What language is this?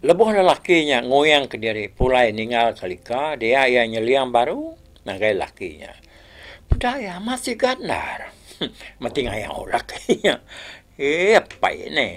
Iban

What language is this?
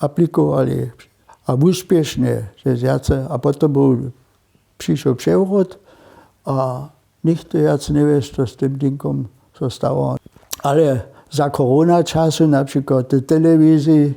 Upper Sorbian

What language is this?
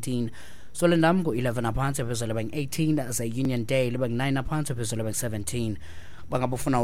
Xhosa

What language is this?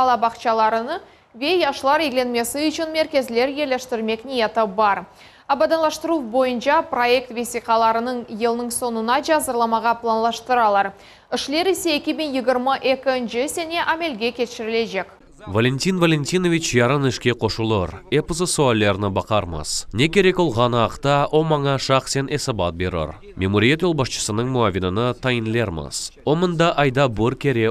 Crimean Tatar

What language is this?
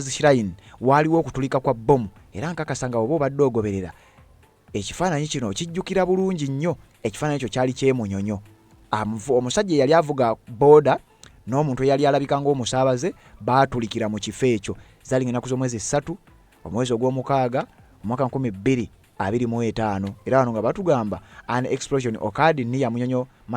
Ganda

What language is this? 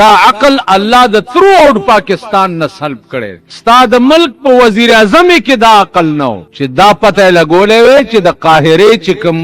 Pashto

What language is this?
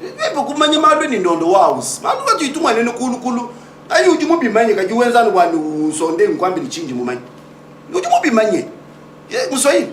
Luba-Lulua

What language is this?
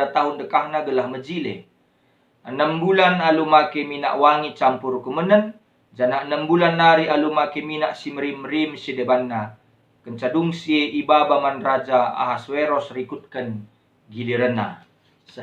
Batak Karo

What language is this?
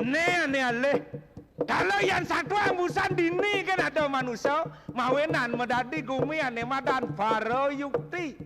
Balinese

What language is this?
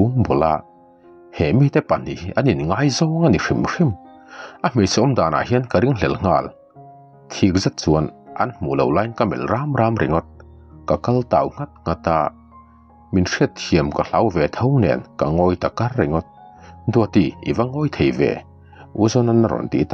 Mizo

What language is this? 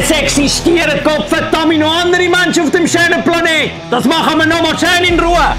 Swiss German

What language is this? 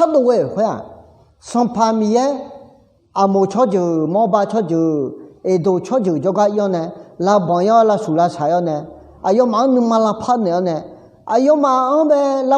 Akha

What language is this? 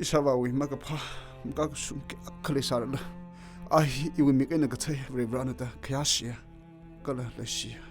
Tangkhul Naga (India)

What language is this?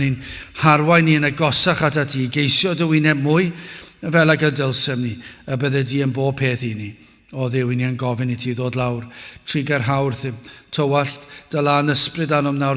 Welsh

